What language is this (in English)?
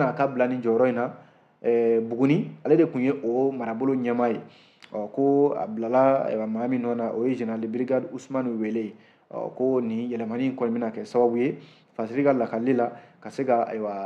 Bambara